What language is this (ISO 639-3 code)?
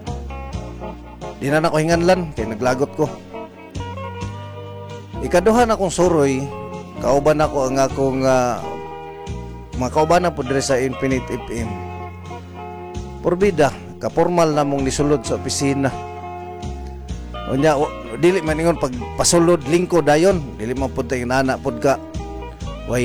ceb